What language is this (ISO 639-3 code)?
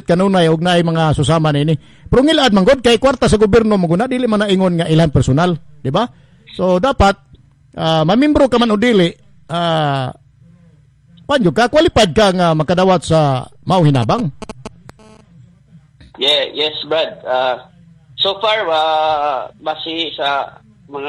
ceb